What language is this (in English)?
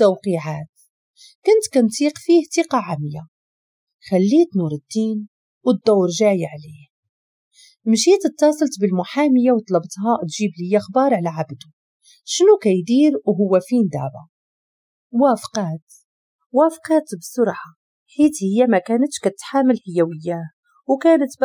Moroccan Arabic